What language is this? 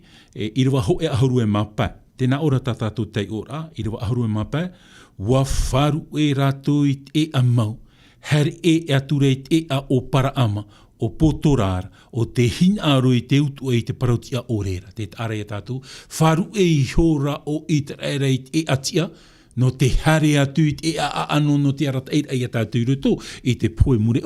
Tahitian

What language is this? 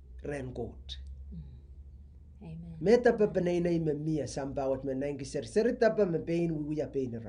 Pohnpeian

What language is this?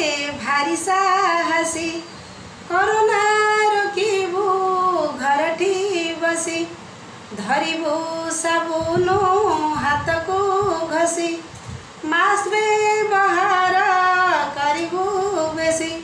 Odia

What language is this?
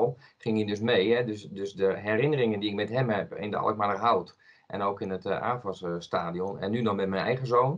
Dutch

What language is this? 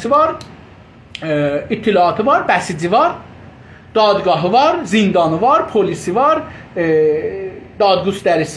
South Azerbaijani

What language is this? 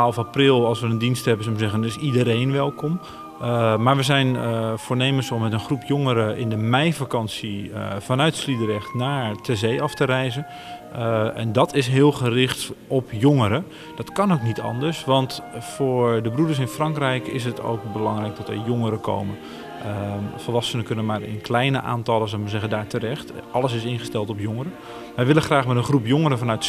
Dutch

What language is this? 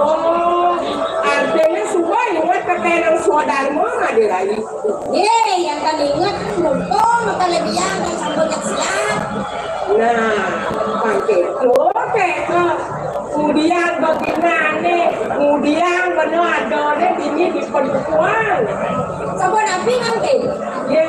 Balinese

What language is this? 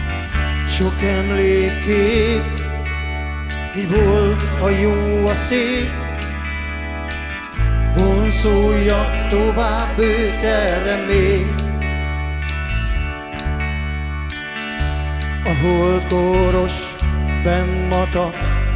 Hungarian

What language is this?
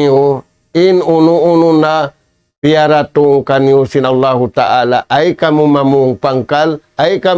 Tausug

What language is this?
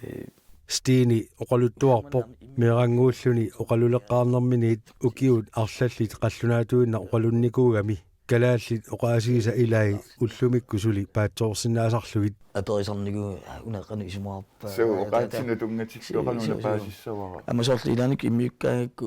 Kalaallisut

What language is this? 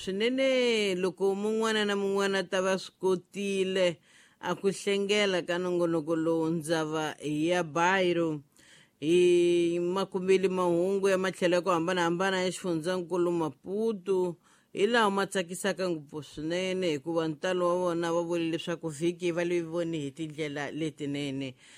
Tsonga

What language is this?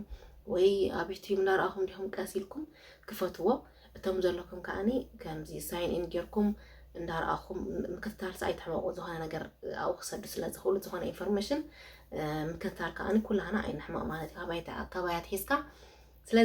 Tigrinya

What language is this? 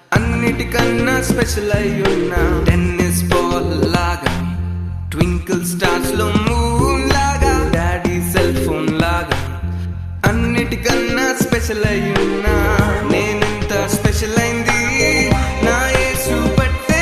Telugu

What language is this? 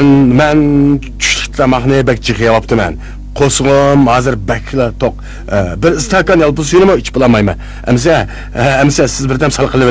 Uyghur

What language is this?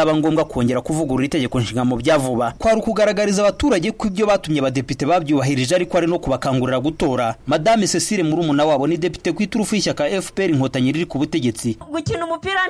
Kinyarwanda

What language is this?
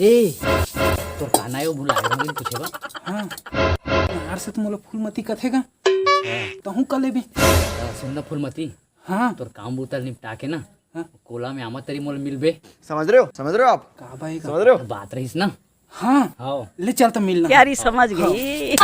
Chhattisgarhi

